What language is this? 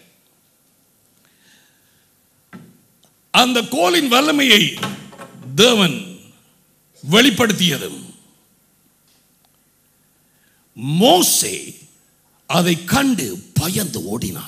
Tamil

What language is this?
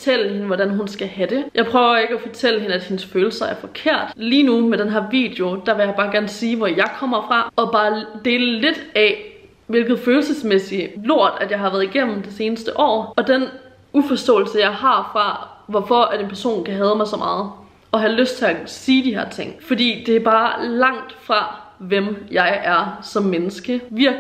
Danish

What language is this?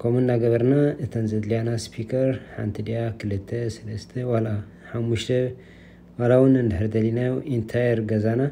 Tigrinya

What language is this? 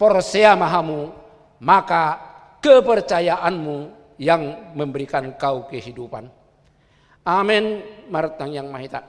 Batak Toba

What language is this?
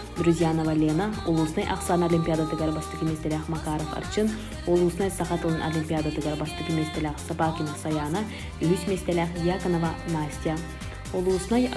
Yakut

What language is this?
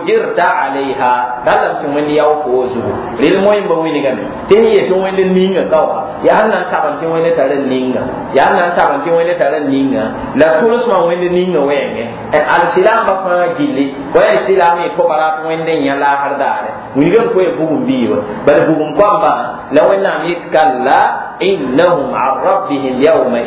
Mossi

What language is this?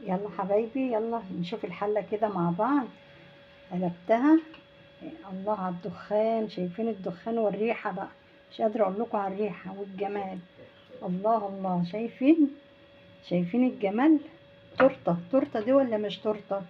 Egyptian Arabic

